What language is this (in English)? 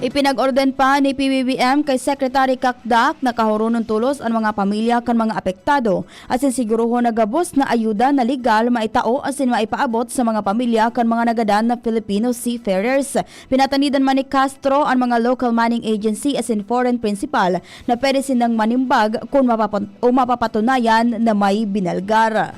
Bikol